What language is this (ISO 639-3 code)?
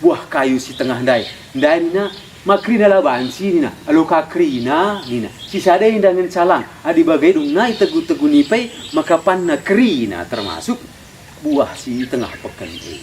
btx